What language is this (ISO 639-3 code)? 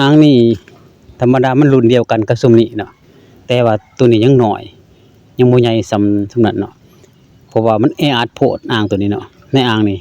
lao